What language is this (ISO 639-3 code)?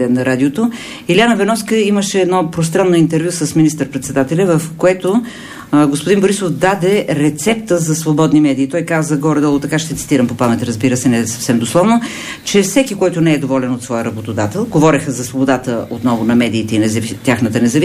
bul